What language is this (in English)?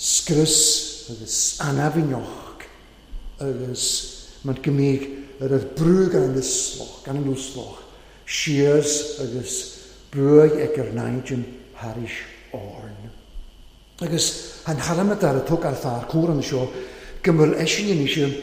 Welsh